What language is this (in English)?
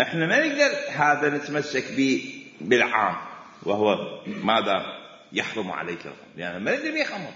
Mesopotamian Arabic